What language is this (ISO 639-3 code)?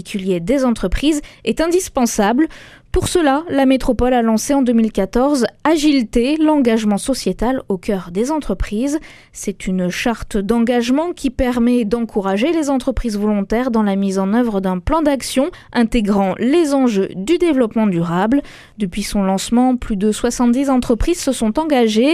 fra